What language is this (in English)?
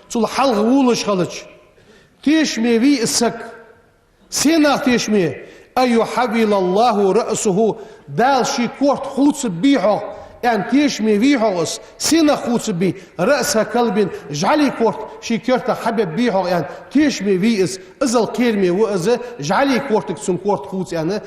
Ingush